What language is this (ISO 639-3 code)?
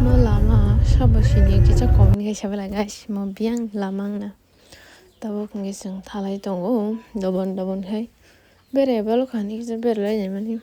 trp